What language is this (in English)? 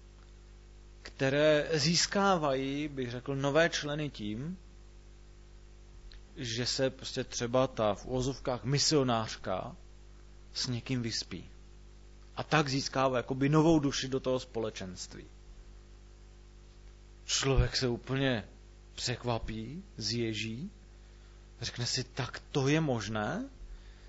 Czech